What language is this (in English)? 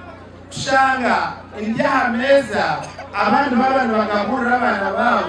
Nyankole